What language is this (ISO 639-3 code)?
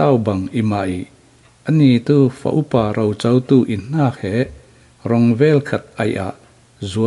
cfm